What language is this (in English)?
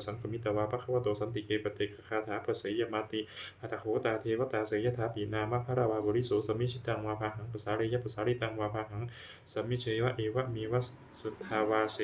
Pali